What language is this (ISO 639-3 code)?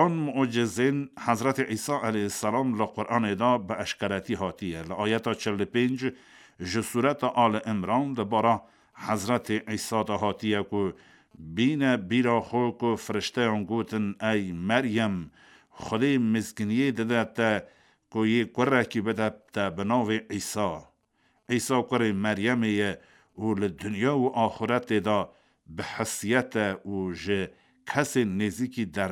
kur